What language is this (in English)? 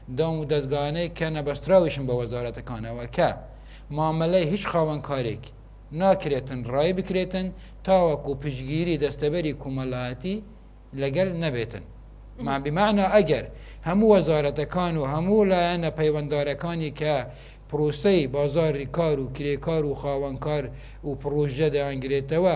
Central Kurdish